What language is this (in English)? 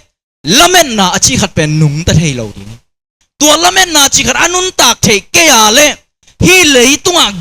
Tedim Chin